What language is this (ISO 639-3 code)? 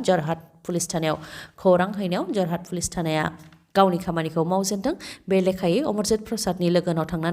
brx